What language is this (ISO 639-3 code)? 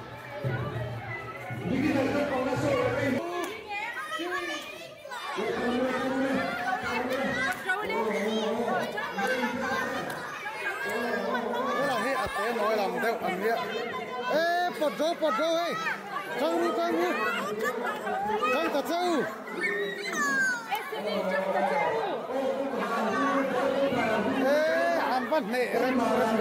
vie